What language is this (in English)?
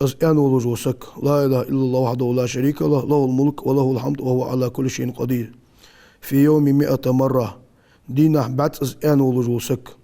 Ingush